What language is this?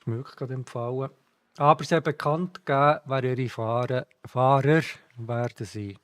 Swiss German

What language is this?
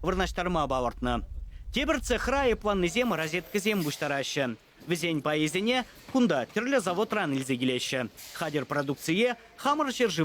Chuvash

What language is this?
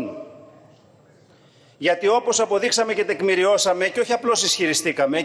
Greek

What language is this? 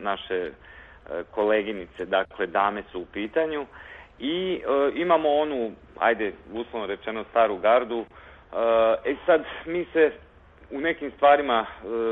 Serbian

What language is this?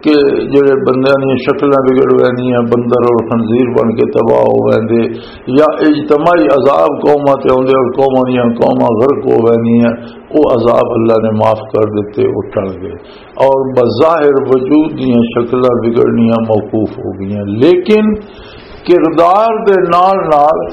Western Panjabi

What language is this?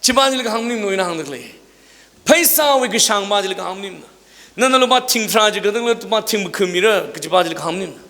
Tangkhul Naga (India)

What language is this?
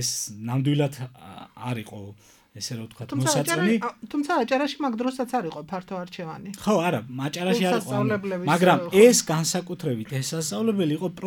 Georgian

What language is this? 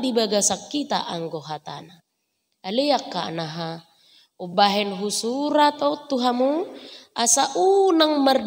Batak Toba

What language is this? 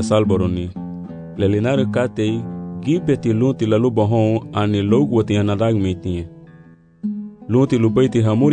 Garifuna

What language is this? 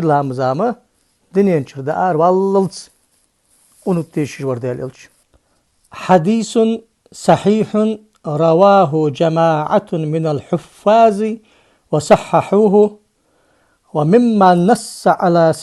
Ingush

